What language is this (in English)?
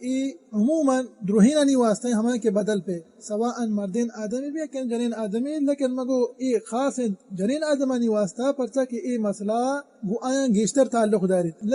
Baluchi